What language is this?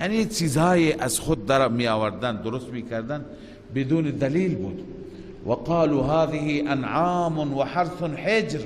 Persian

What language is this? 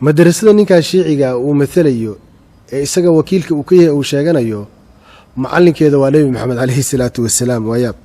Somali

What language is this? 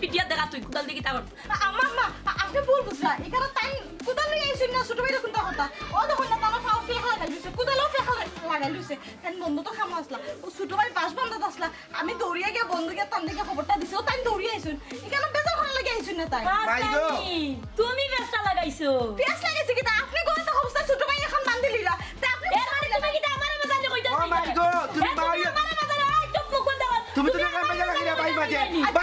Sylheti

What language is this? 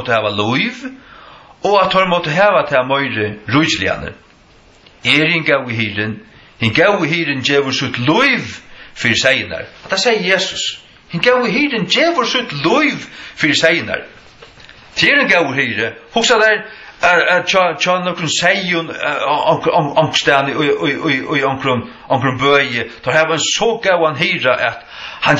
Faroese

